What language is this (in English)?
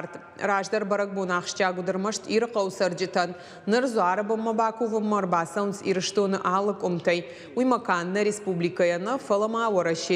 Ossetic